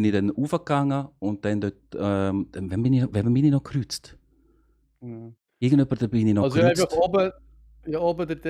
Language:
Swiss German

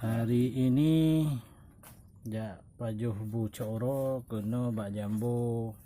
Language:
Achinese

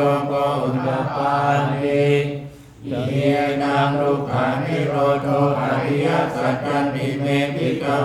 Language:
Pali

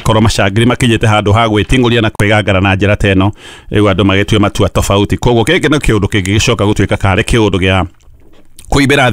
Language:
Kikuyu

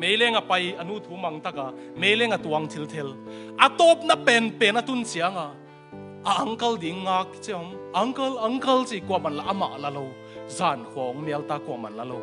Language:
Tedim Chin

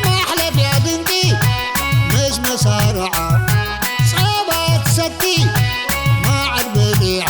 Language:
Tigrinya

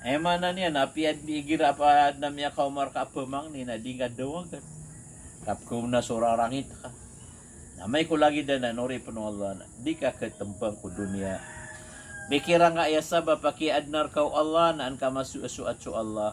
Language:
Maranao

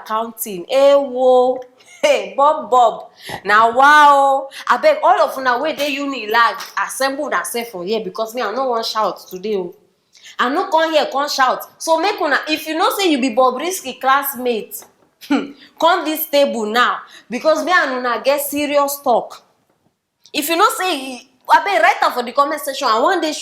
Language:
Nigerian Pidgin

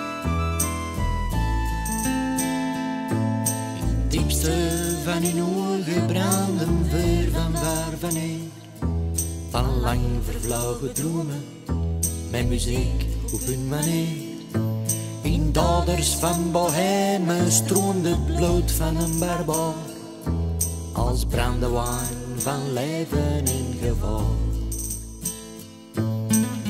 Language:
Dutch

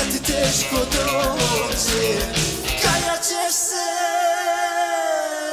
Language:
Croatian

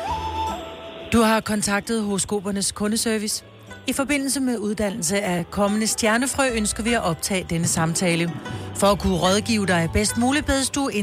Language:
Danish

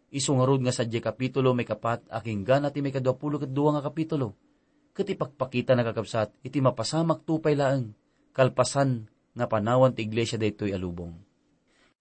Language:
Iloko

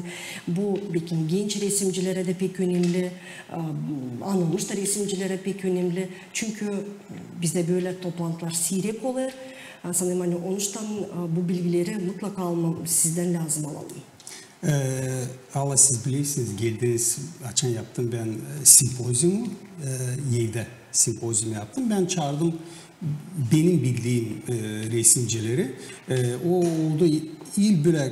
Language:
Gagauz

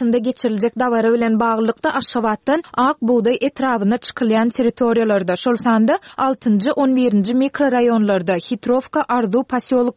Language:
Turkmen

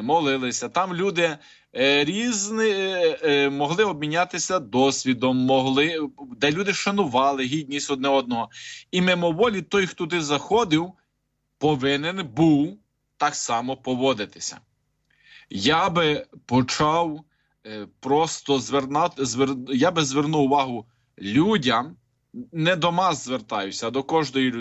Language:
Ukrainian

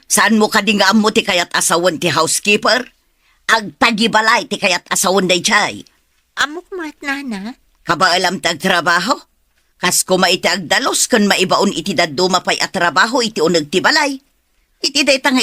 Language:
Iloko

